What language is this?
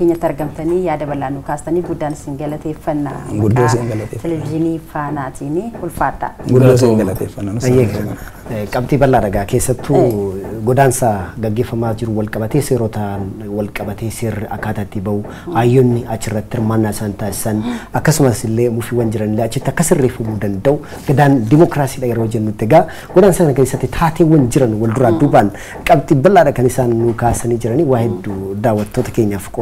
Oromo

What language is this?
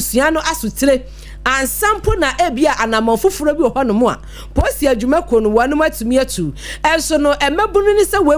Akan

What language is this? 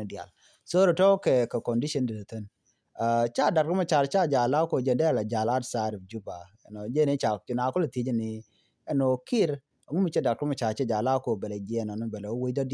Nuer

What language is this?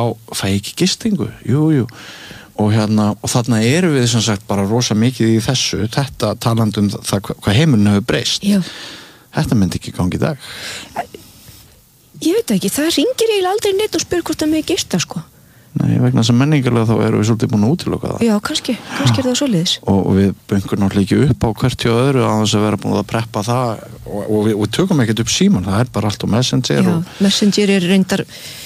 Icelandic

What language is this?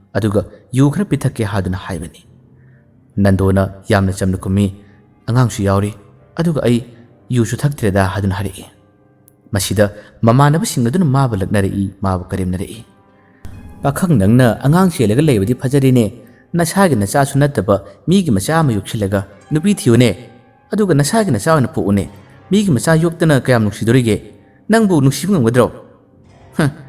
Manipuri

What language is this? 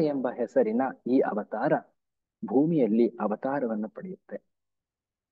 Kannada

